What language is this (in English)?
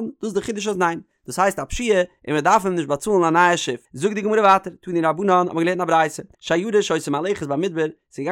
Yiddish